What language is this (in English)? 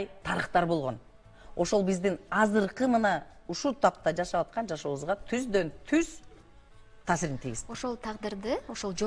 Kyrgyz